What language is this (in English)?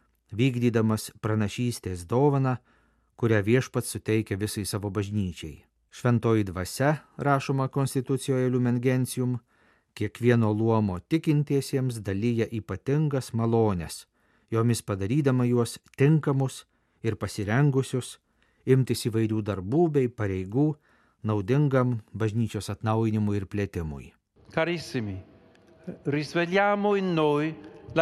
Lithuanian